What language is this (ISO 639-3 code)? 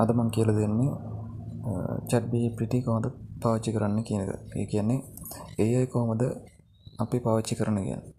sin